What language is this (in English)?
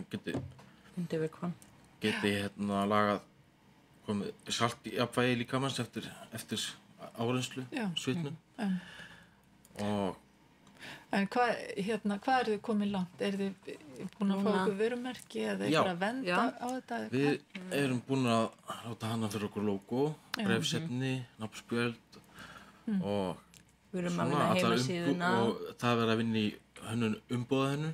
Icelandic